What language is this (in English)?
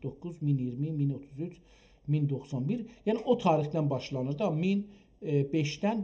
South Azerbaijani